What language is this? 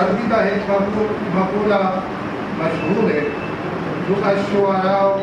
Saraiki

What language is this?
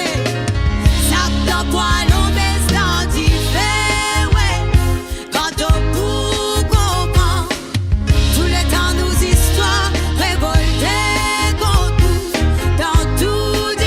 Morisyen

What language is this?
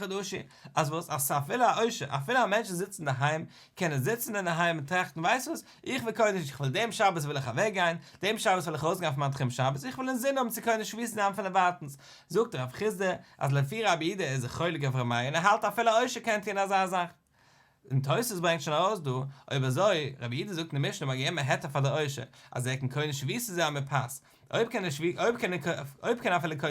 Yiddish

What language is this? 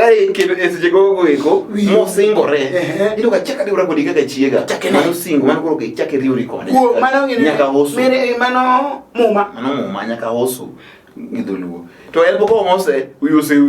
Luo (Kenya and Tanzania)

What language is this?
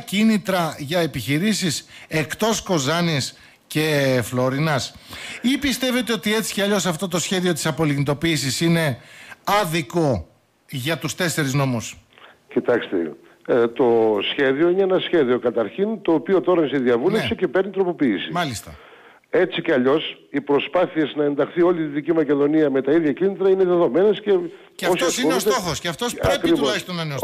Greek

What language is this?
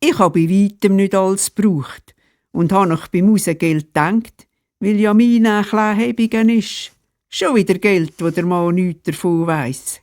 Swiss German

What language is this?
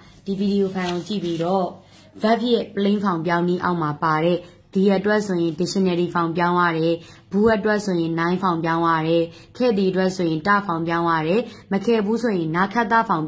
Burmese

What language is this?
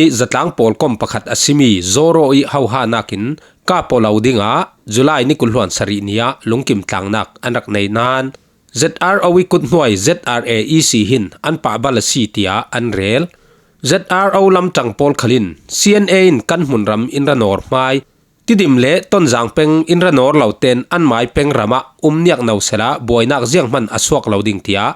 Falam Chin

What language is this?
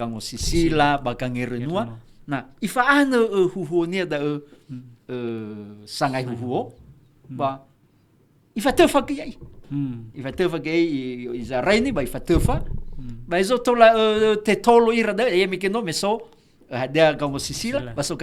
Nias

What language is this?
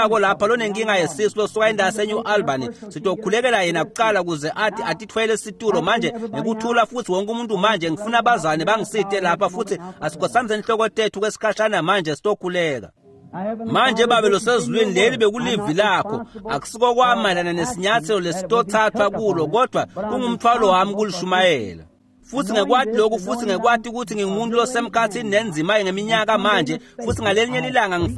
Swati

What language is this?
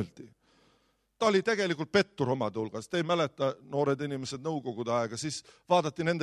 Estonian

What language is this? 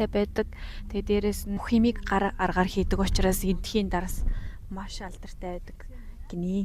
Mongolian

